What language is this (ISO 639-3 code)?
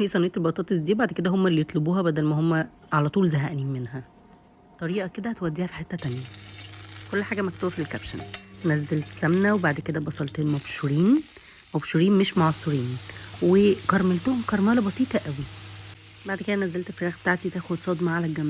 arz